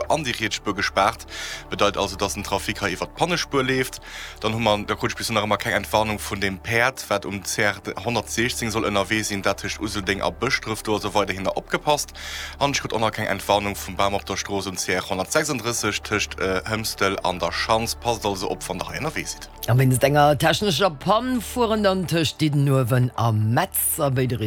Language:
Luxembourgish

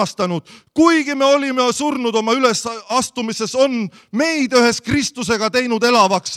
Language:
Estonian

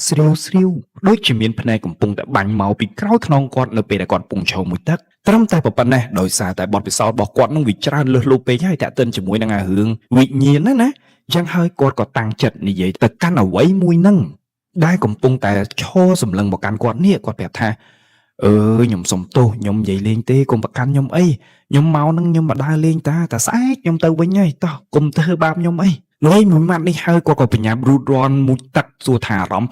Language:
Khmer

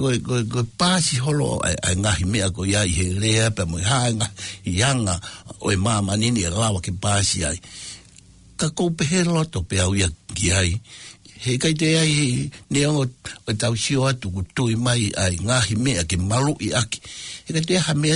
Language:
Tongan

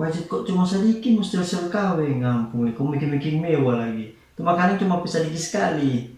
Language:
Manado Malay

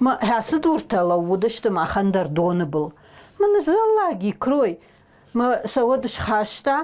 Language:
Ossetic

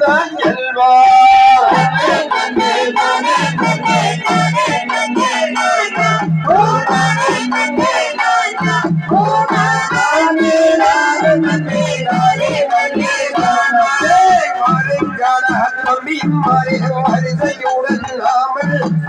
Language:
Tamil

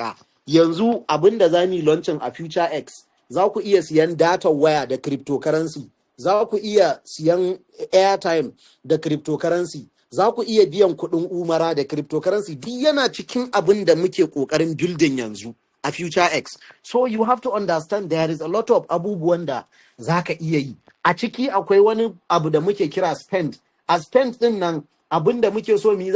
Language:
Hausa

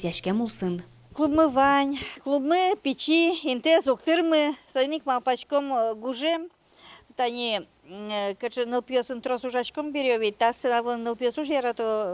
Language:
Udmurt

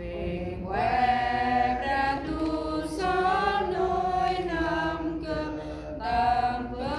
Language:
Central Mnong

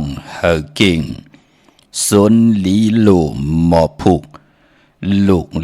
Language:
Shan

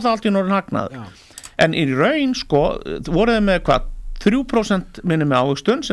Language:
Icelandic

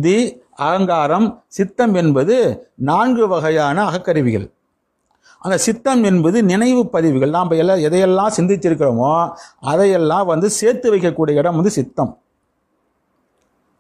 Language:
Tamil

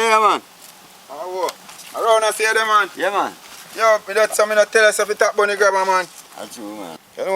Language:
Jamaican Creole English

